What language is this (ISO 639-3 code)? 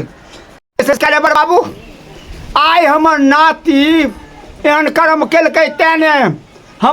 mai